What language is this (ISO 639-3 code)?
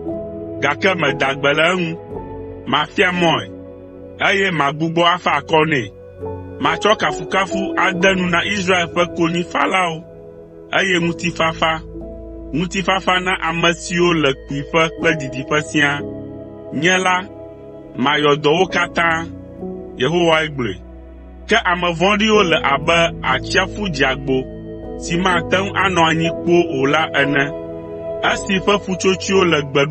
ewe